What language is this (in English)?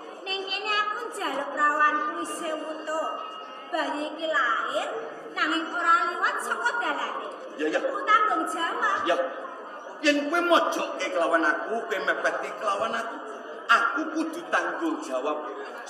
Javanese